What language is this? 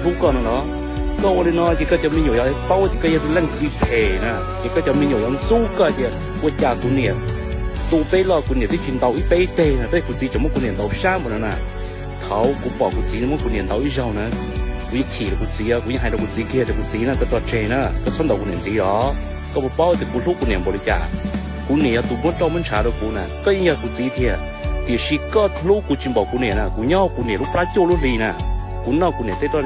Hmong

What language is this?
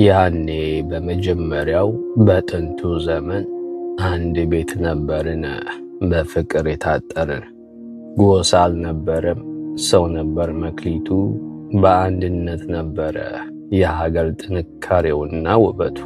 Amharic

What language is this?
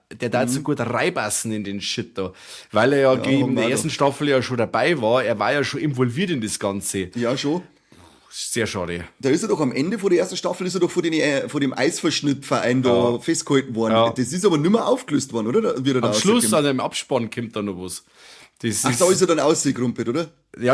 Bavarian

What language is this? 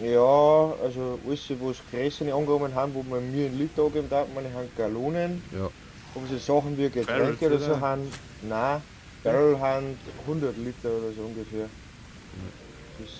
Bavarian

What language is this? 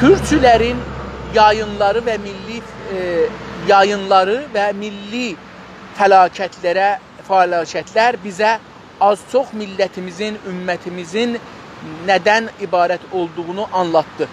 South Azerbaijani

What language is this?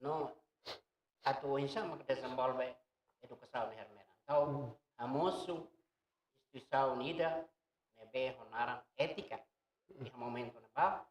Tetum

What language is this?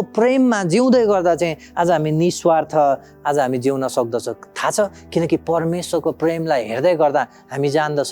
Nepali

